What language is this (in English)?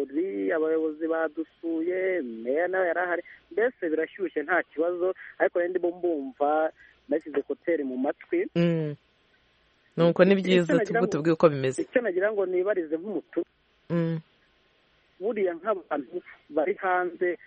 Kinyarwanda